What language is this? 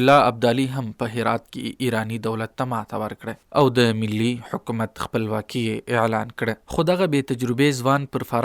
Pashto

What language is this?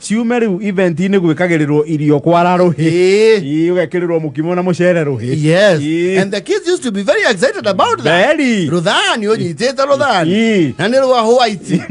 Kikuyu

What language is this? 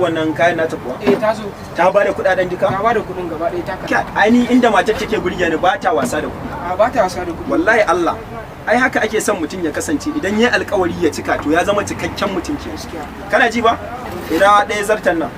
Hausa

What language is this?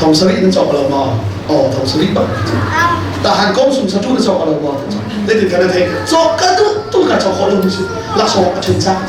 Hakha Chin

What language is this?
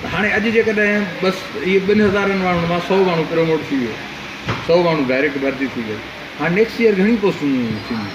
Sindhi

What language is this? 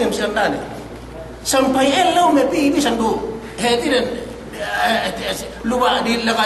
Yakan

